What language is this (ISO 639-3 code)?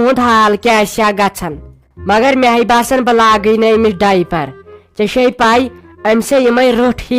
kas